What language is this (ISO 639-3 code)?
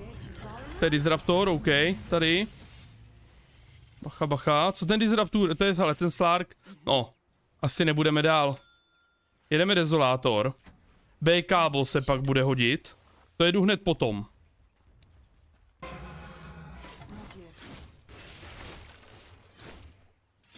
ces